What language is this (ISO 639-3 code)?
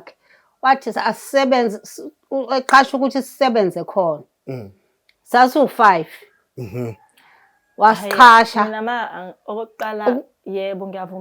zul